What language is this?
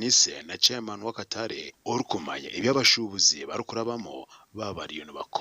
Nyankole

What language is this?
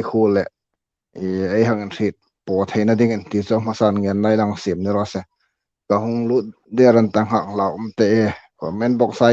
Hmar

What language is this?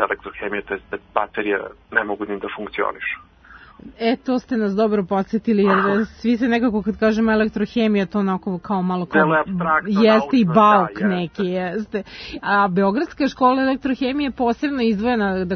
Serbian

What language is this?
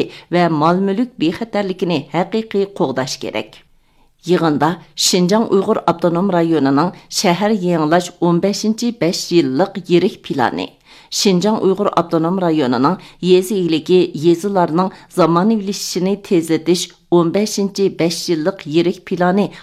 Uyghur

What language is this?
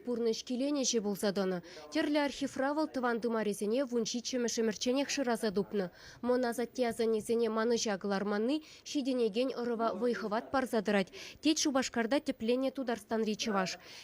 Chuvash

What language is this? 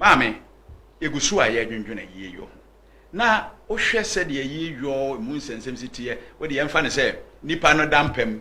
Akan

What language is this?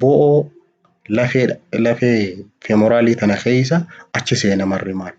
Oromo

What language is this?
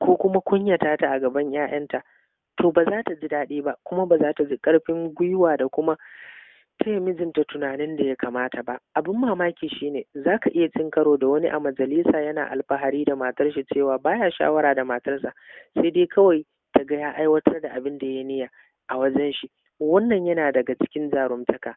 Hausa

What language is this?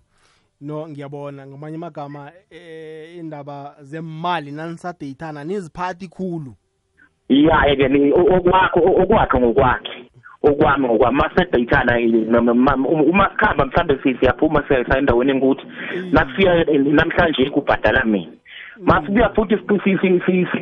South Ndebele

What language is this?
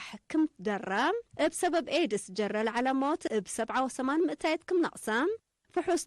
Tigre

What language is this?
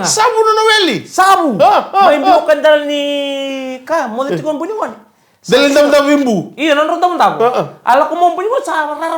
Fijian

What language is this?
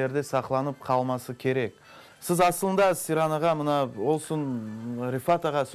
Crimean Tatar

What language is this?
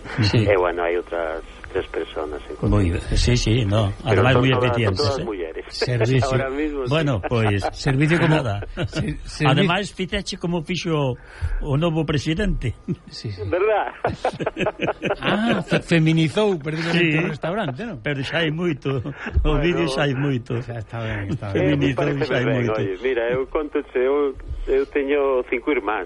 Galician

